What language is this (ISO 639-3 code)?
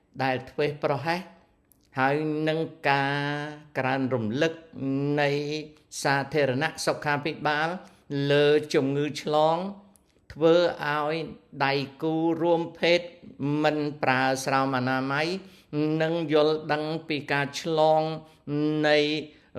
khm